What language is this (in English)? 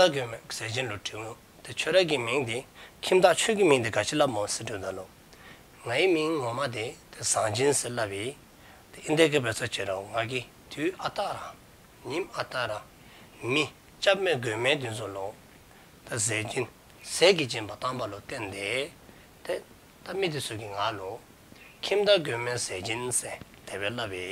Dzongkha